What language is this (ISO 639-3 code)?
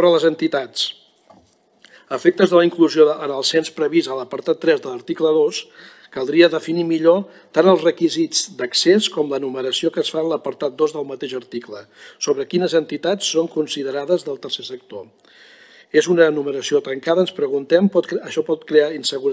cat